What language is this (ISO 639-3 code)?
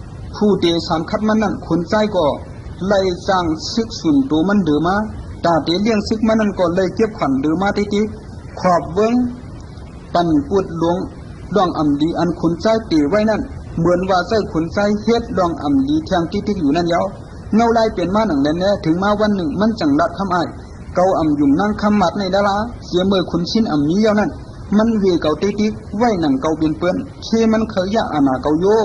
shn